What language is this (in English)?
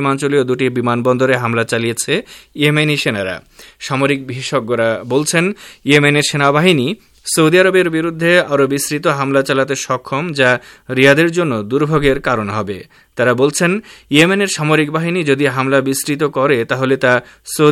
Bangla